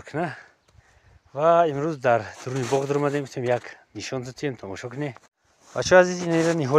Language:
Tajik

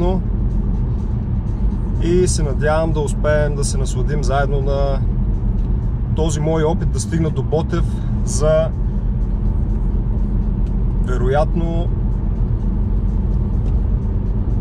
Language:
Bulgarian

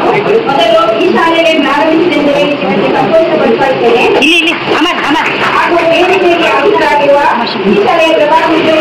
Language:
Kannada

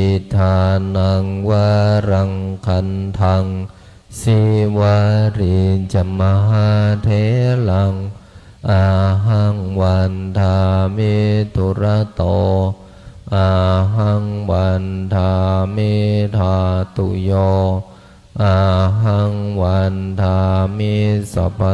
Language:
Pali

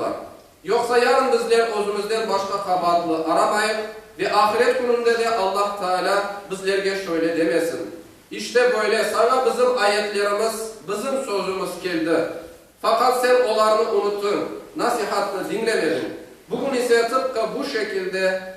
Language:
Crimean Tatar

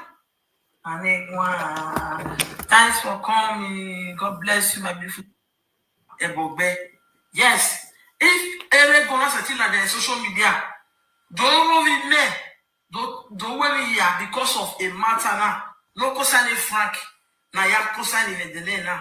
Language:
Nigerian Pidgin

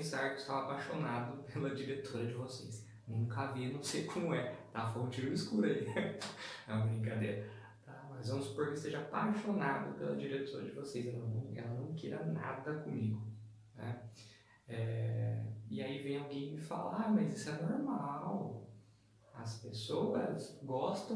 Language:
Portuguese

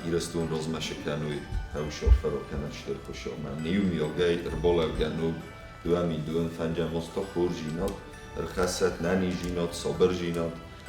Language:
Ossetic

